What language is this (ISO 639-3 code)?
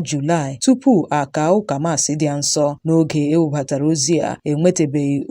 ibo